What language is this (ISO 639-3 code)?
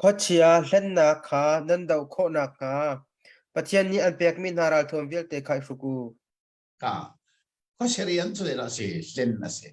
cnh